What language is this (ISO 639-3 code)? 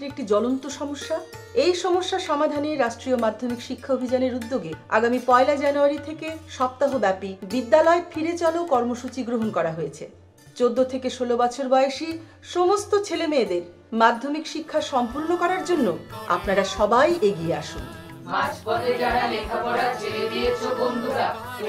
ben